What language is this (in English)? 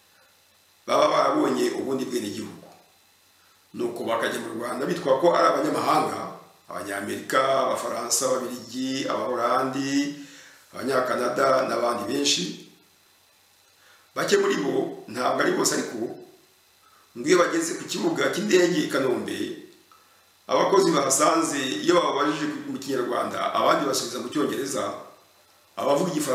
Kinyarwanda